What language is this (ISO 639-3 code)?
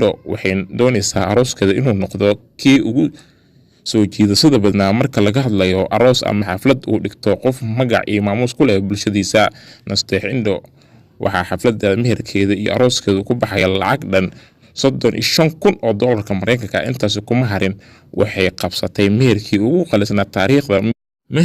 som